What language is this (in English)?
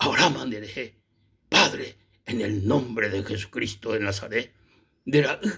Guarani